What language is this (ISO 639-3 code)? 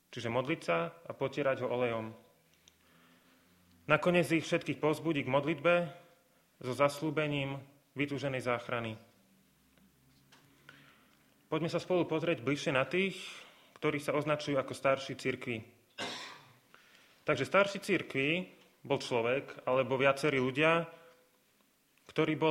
slk